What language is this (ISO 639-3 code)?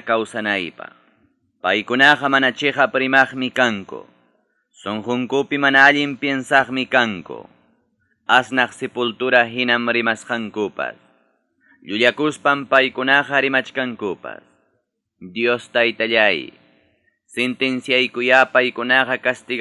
quy